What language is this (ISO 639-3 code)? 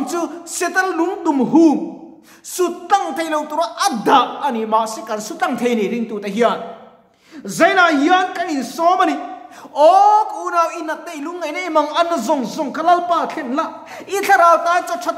lus